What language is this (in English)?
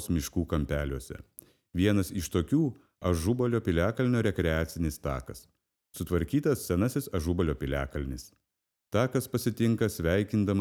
Lithuanian